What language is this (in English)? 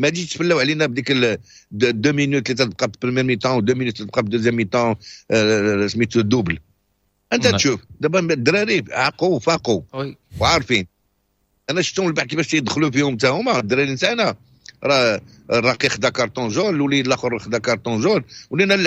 Moroccan Arabic